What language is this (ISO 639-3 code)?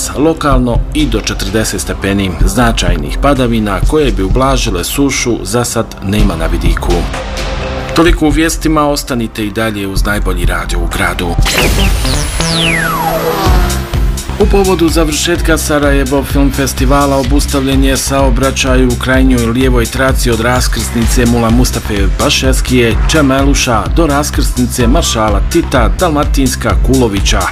bos